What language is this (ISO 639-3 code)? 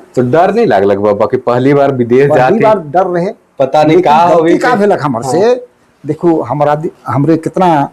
sck